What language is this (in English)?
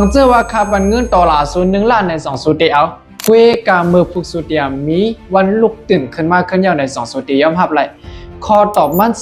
Shan